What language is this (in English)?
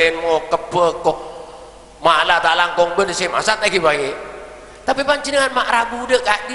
Madurese